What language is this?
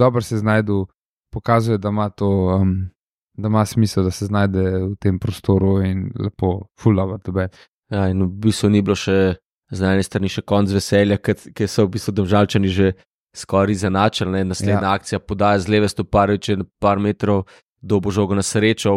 Slovenian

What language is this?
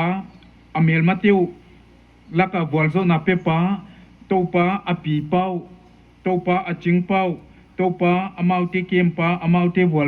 Paite Chin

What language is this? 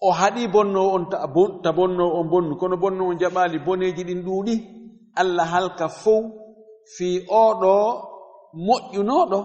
Fula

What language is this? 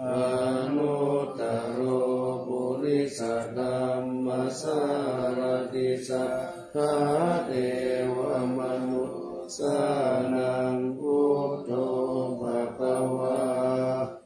Pali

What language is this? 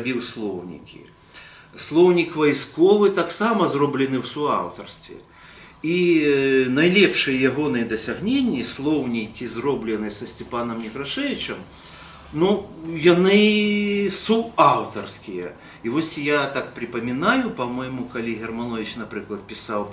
Belarusian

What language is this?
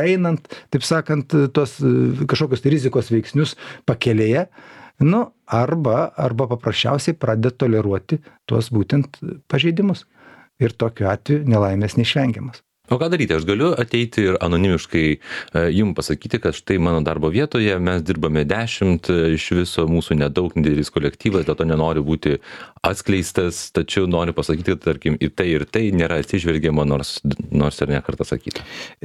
Lithuanian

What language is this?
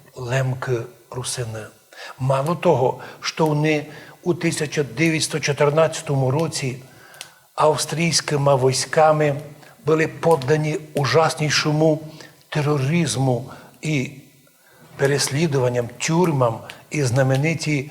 Rusyn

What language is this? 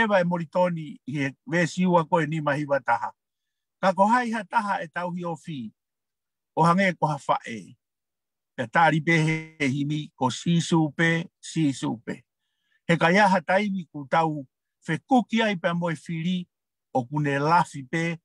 Tongan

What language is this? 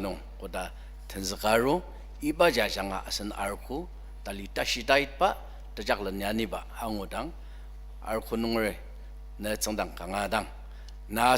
Ao Naga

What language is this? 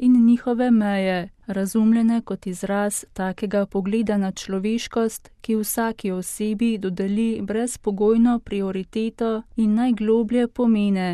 Slovenian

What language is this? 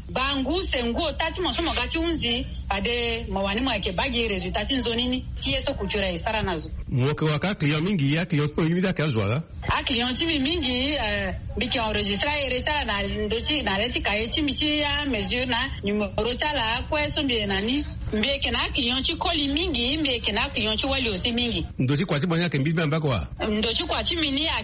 Sango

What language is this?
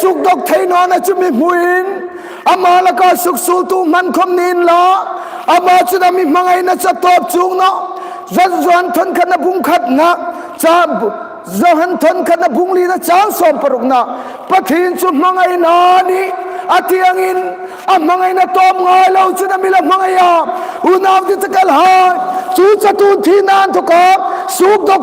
Hmar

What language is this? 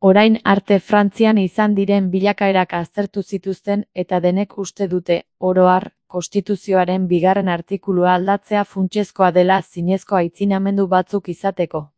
Basque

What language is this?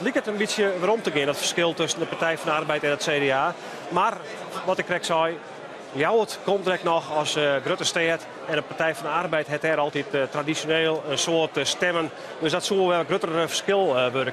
Western Frisian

